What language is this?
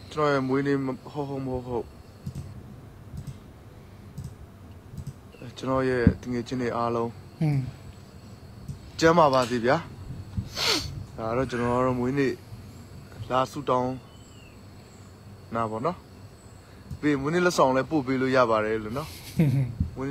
Burmese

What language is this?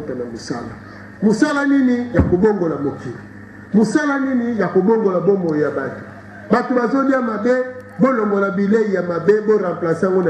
Lingala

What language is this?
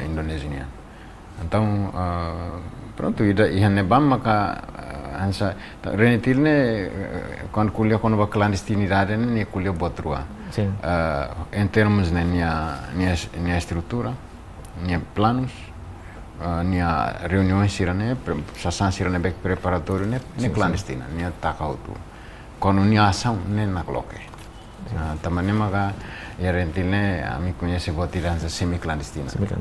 Tetum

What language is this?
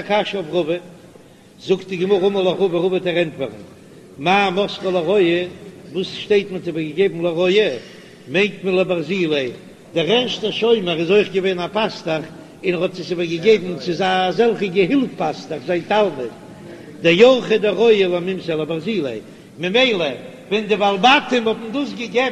Yiddish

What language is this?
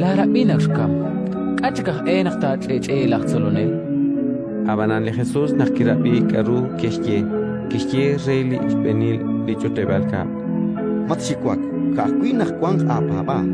Kekchí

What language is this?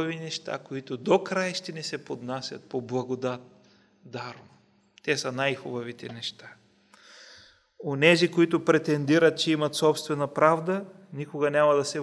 Bulgarian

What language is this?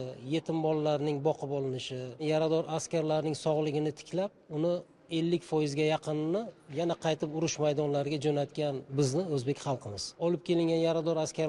Uzbek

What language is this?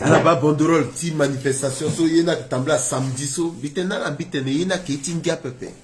Sango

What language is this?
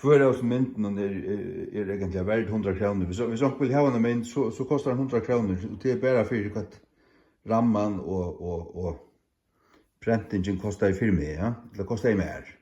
Faroese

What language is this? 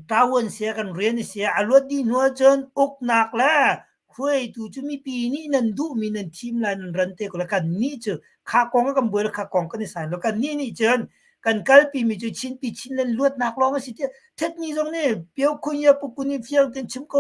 Hakha Chin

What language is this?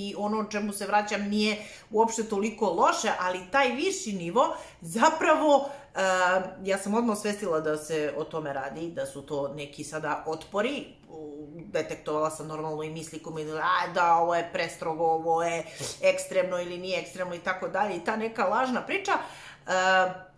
Serbian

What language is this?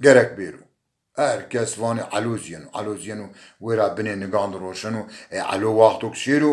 Zaza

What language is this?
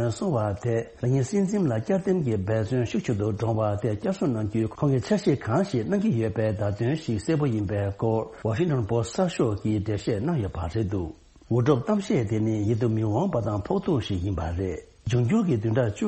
Tibetan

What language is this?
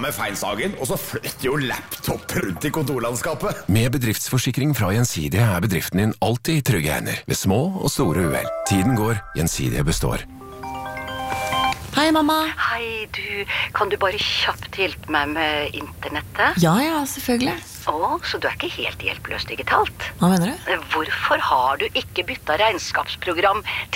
Norwegian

